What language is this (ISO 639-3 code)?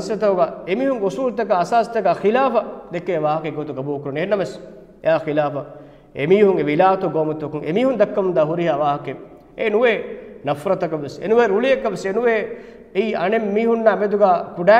div